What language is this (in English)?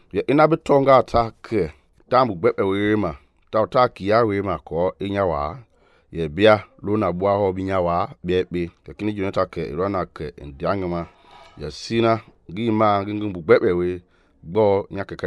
Mende